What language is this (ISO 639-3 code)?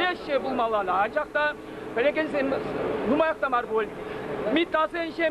chv